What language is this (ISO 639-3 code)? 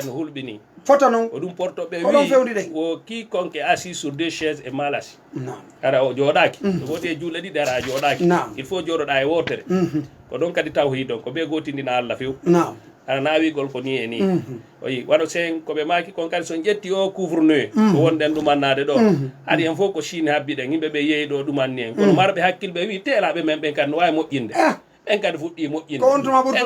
ful